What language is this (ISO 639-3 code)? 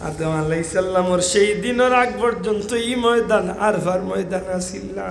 syl